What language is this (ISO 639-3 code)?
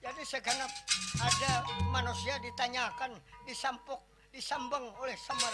bjn